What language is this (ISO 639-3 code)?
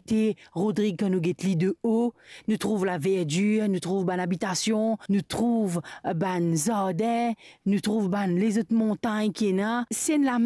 mfe